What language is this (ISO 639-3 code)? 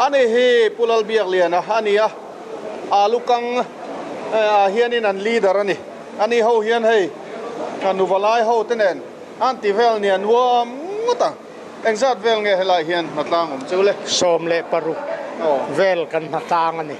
lus